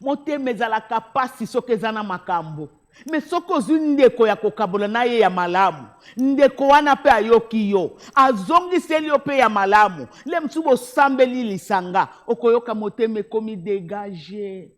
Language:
Lingala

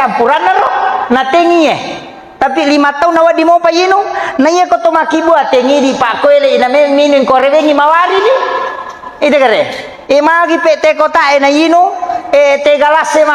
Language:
Buginese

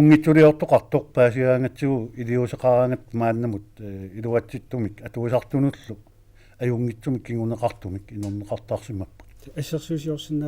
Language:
Kalaallisut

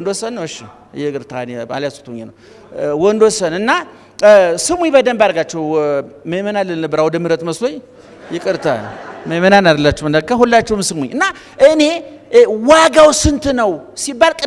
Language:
Amharic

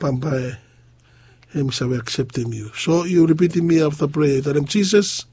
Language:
Bislama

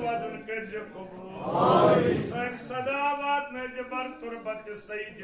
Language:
Kashmiri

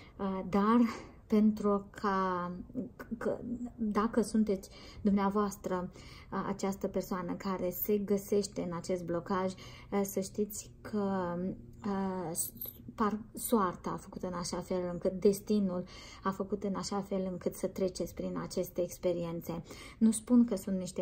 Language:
Romanian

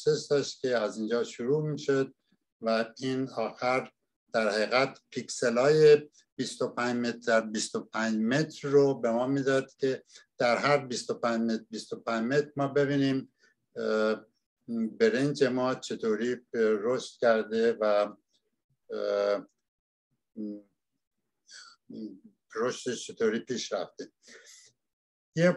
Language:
Persian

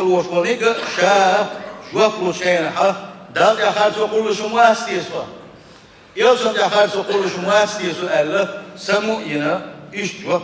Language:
Chechen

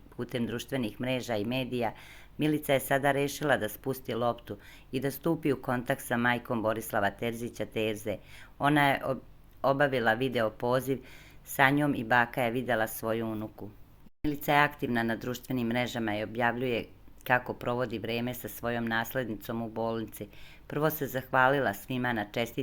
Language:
Serbian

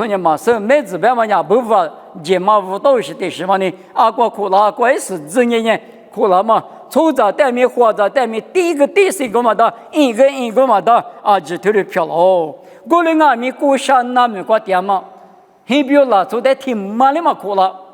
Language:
Lisu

